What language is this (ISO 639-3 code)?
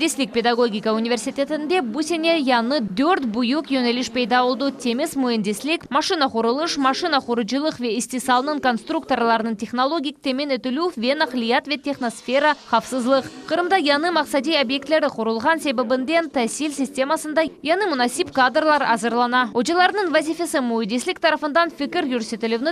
crh